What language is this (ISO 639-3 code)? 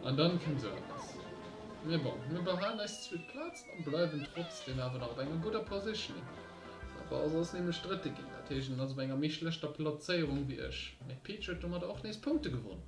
ltz